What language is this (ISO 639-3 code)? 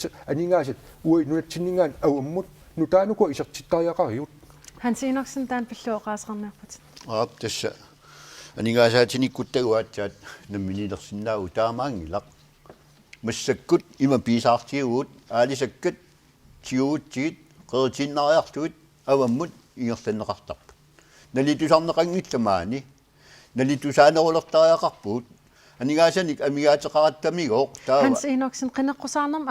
kal